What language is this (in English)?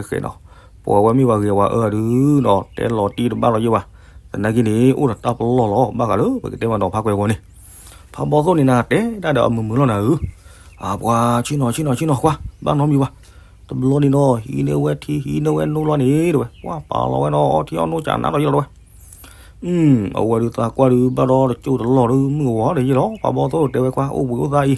S'gaw Karen